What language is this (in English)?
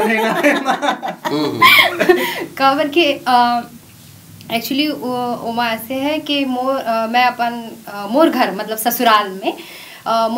Chhattisgarhi